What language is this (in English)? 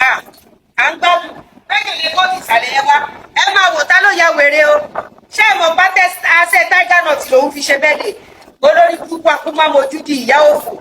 Yoruba